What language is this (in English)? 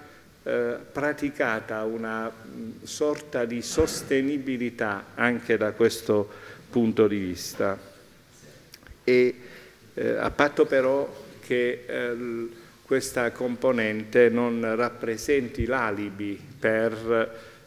Italian